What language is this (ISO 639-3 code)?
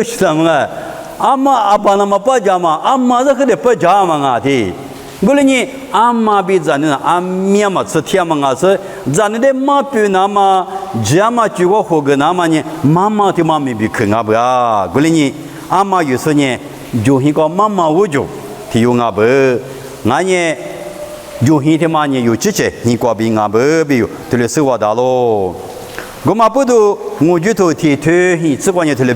lis